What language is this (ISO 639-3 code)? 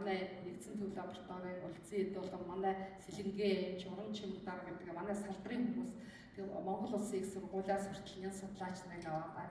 mon